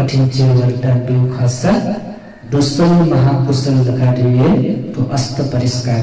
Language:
Newari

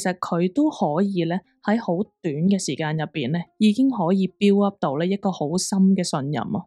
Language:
Cantonese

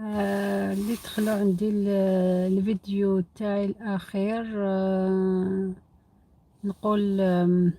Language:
Algerian Arabic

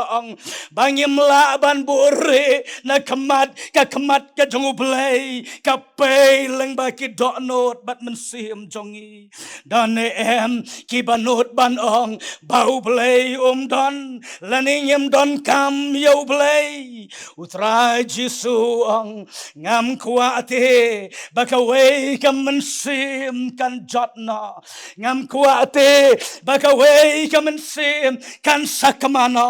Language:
Khasi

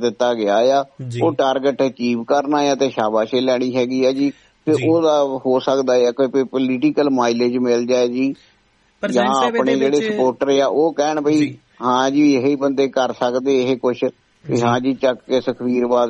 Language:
Punjabi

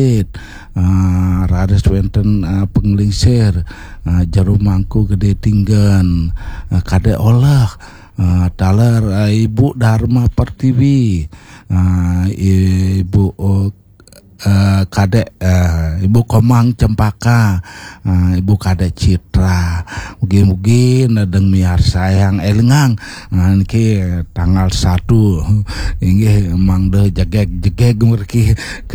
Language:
Balinese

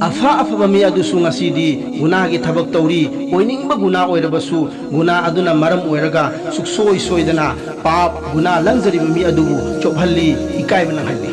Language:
Manipuri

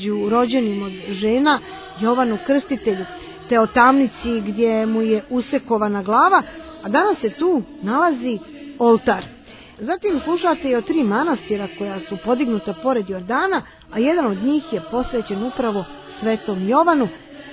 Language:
Serbian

